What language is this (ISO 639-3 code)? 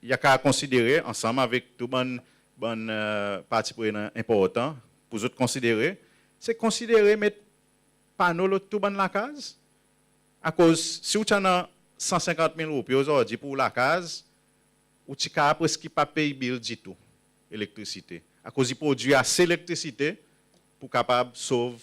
crs